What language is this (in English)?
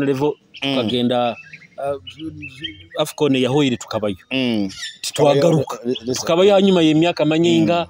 Nyoro